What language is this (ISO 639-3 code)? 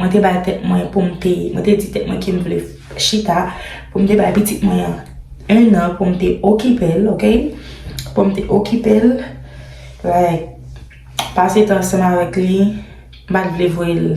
hat